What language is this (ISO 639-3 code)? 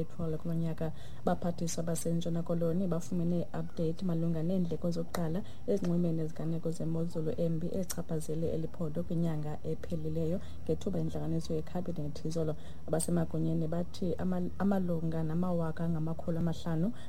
xho